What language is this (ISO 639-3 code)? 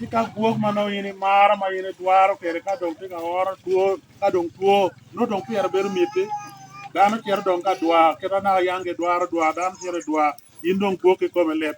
ach